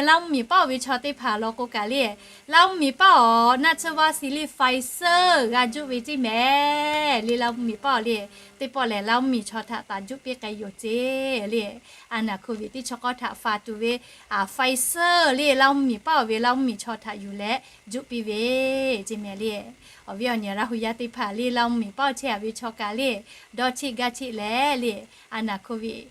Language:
Lahu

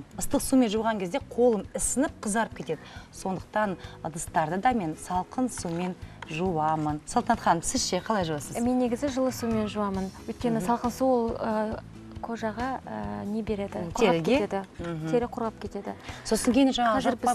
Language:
Kazakh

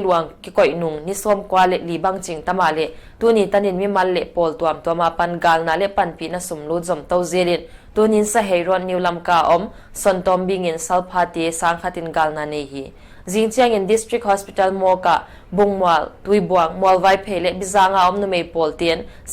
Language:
Paite Chin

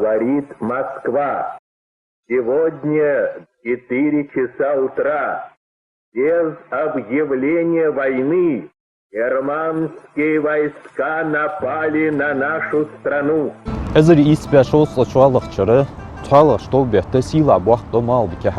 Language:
Ingush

